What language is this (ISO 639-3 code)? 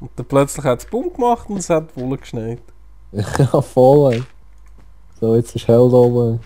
gsw